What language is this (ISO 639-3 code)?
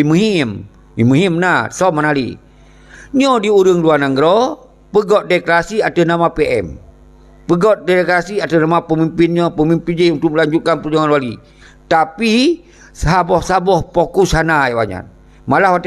ace